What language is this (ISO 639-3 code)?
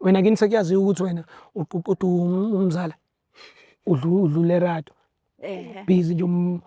zul